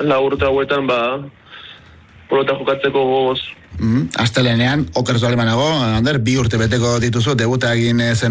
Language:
Basque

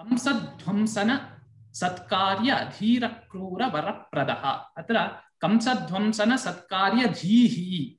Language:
Sanskrit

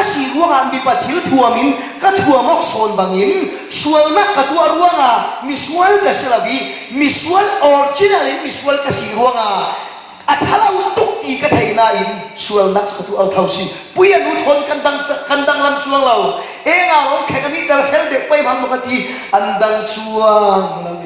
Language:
Falam Chin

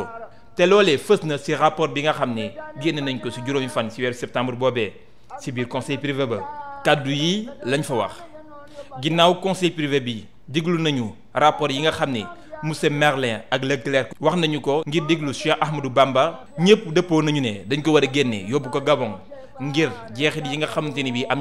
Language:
Wolof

